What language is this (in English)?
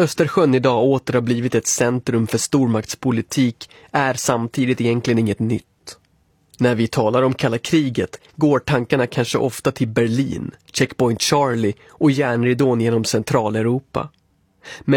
Swedish